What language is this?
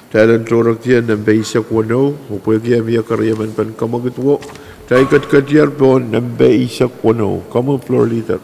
Pohnpeian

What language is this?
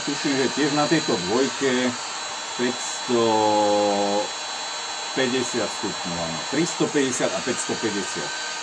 Slovak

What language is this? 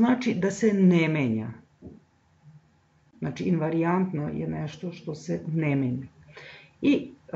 Serbian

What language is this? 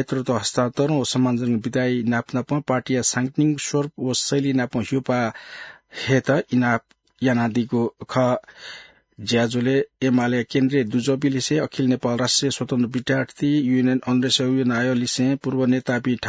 Newari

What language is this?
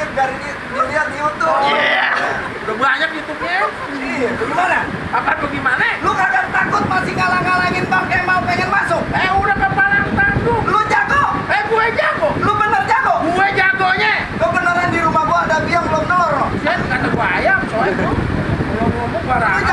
Betawi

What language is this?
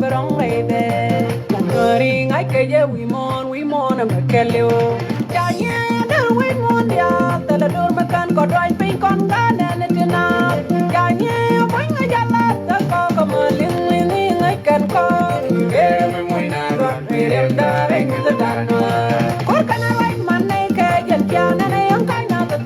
Nuer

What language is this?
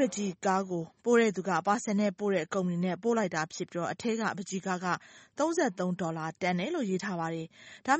Burmese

